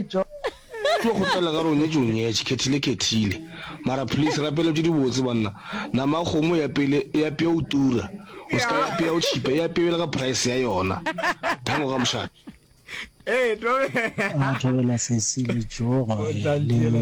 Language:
Northern Sotho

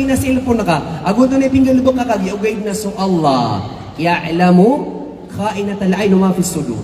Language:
Maranao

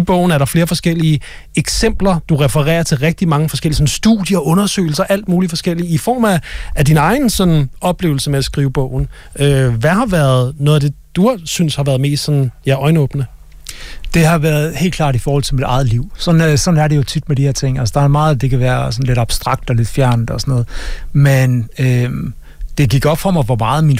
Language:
Danish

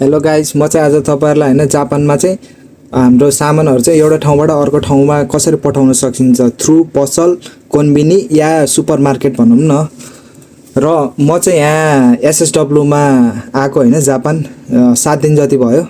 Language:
Nepali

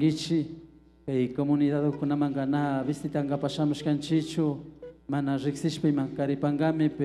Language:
Imbabura Highland Quichua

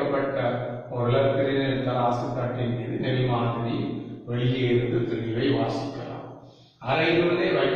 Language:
Tamil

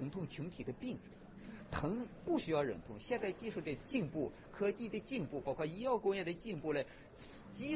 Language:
Chinese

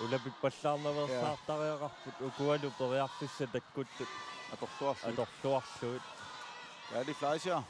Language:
Kalaallisut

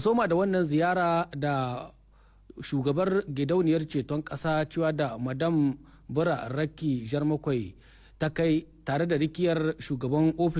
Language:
Hausa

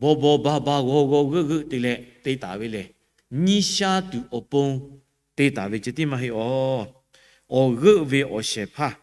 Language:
Lahu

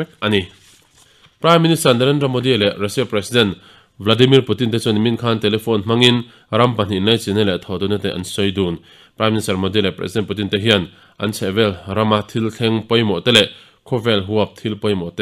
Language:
Mizo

